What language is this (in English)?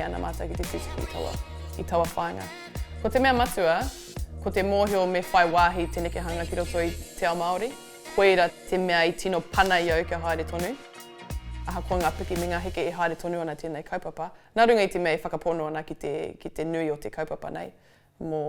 Māori